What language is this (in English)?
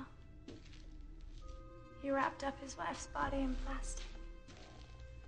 English